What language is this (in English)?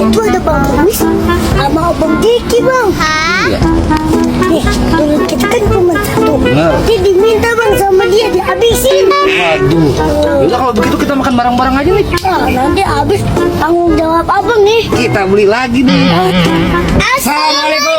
Betawi